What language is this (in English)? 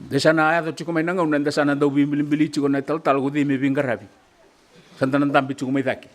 Fijian